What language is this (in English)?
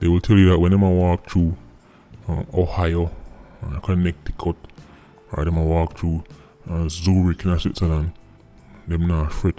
Jamaican Creole English